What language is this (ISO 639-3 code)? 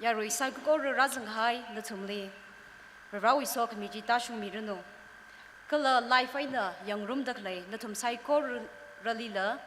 nmf